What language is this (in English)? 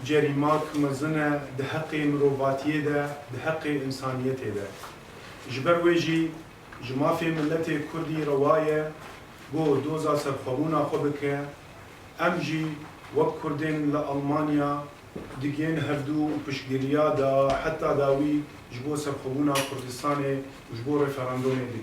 Kurdish